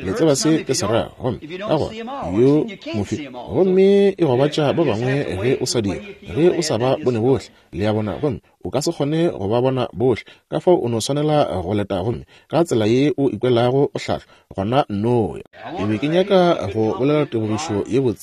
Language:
Northern Sotho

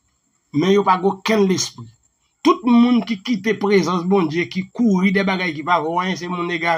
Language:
Haitian Creole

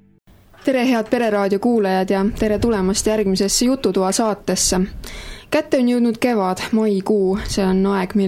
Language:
Estonian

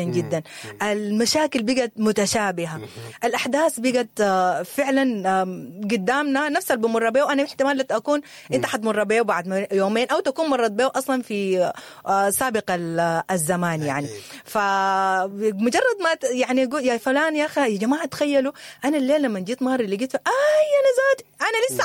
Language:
Sudanese Arabic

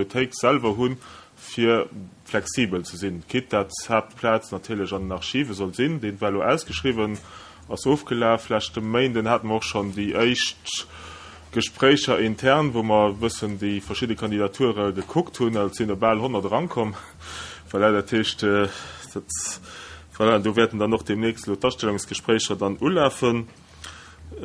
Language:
Luxembourgish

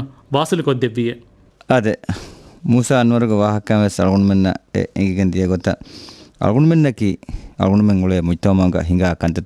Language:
Divehi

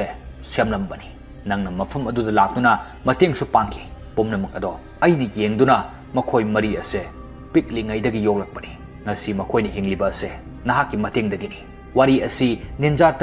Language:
Manipuri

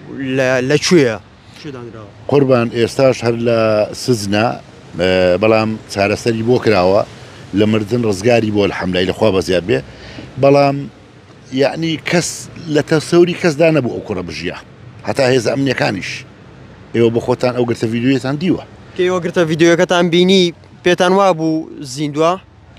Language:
Central Kurdish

